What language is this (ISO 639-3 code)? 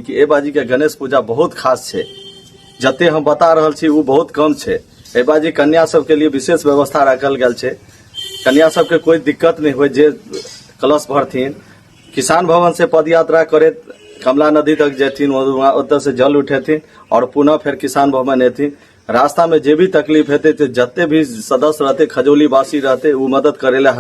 mai